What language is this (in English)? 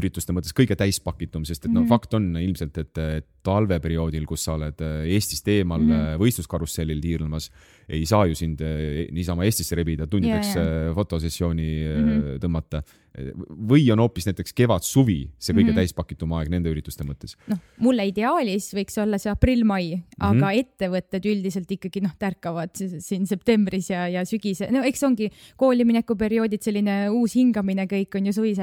Estonian